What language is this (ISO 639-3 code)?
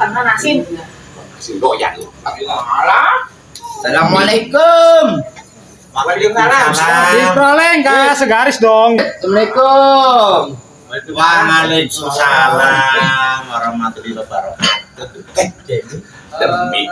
bew